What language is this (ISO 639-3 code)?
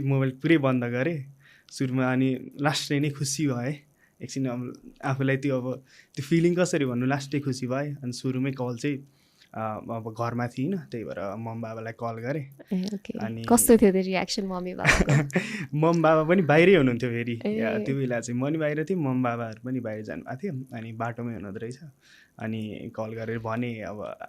nep